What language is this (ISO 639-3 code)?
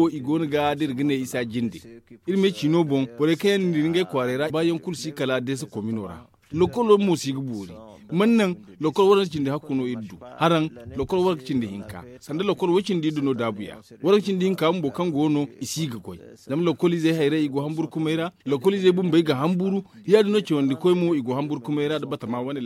dje